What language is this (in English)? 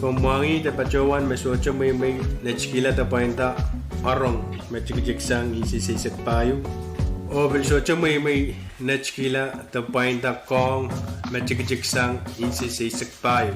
Pohnpeian